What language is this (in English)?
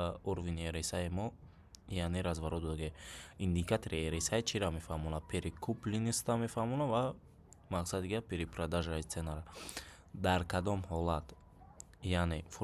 Tajik